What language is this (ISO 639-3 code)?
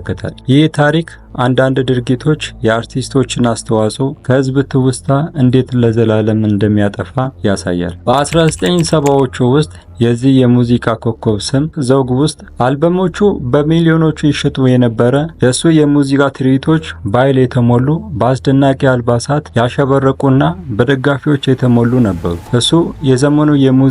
amh